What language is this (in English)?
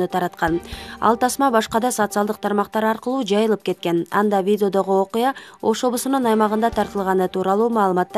Kyrgyz